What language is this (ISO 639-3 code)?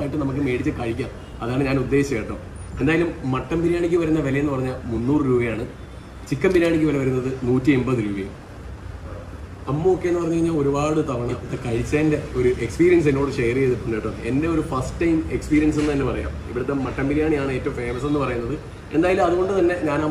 mal